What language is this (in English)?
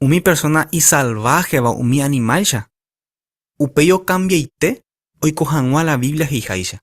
Guarani